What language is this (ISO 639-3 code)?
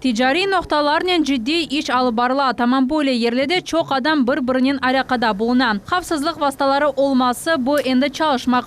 crh